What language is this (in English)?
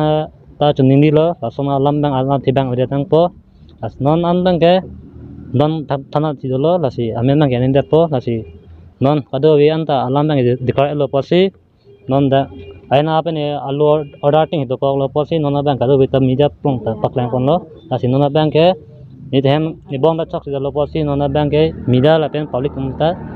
Karbi